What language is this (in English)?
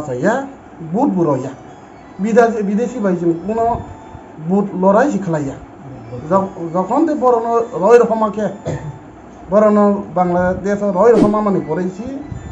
Kok Borok